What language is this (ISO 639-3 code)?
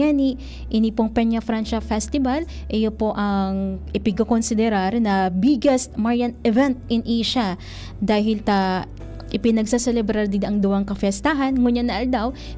bik